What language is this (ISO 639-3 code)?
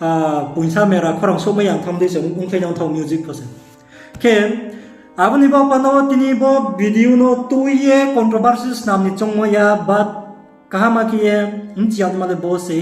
ria